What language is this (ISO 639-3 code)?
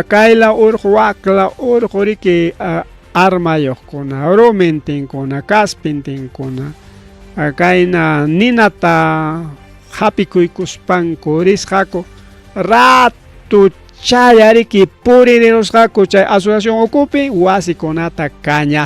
quy